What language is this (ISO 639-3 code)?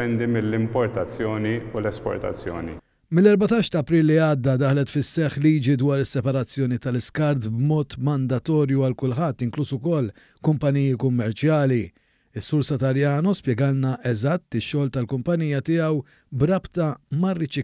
mlt